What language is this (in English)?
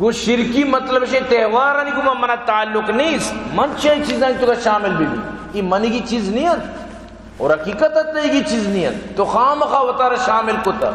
Baluchi